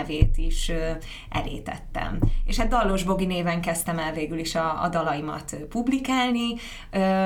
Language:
Hungarian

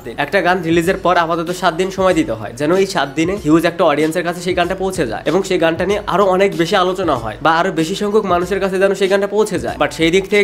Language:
Bangla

